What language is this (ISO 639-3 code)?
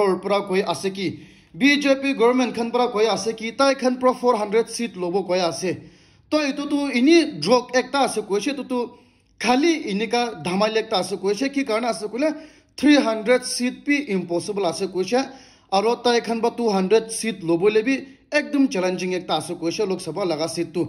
nag